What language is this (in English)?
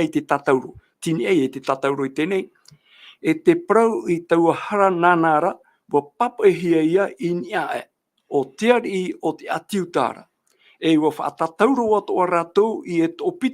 Tahitian